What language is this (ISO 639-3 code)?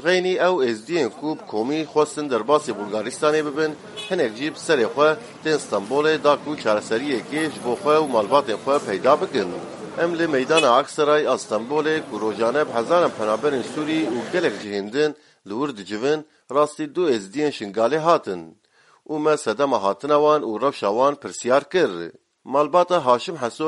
kur